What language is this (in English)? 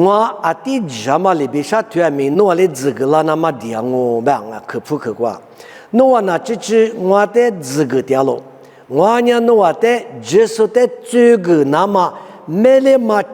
Lisu